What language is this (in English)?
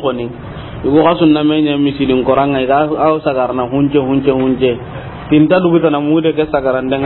Soninke